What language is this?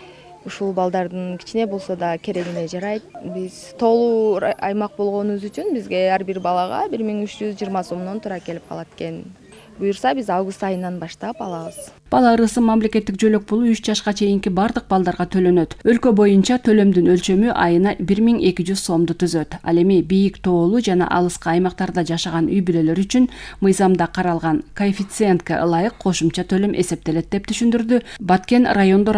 Kyrgyz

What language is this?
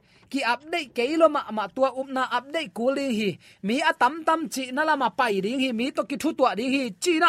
Tedim Chin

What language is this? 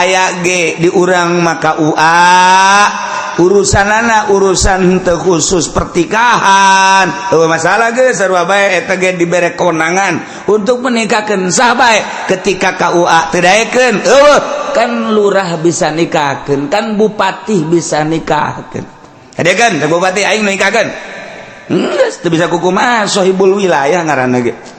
Sundanese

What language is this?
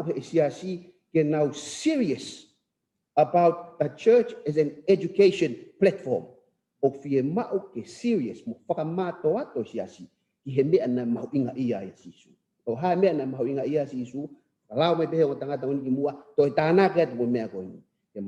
Tongan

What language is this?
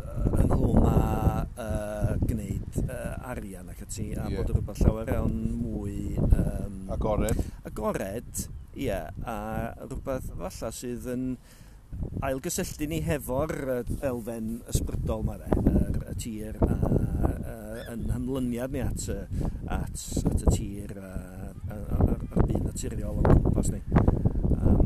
Welsh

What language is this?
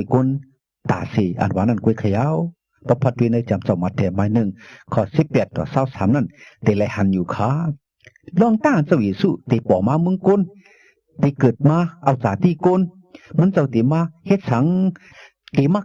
Shan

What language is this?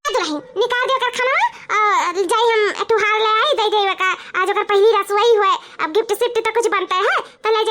Awadhi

